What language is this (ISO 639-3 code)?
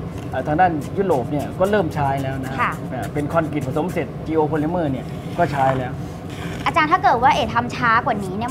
tha